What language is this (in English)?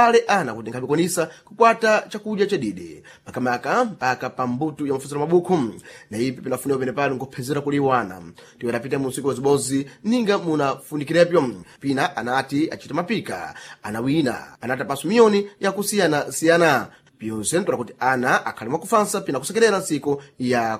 Sena